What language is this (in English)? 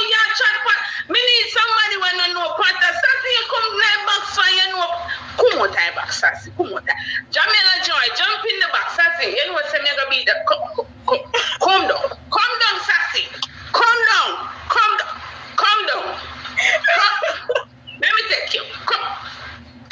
Jamaican Creole English